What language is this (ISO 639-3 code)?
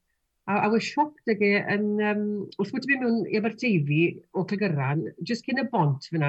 cym